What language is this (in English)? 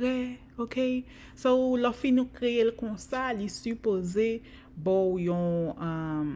Haitian Creole